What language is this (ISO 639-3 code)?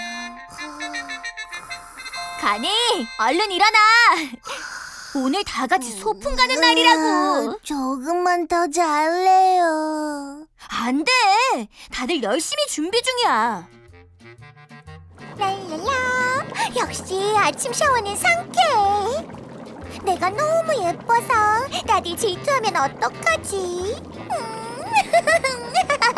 kor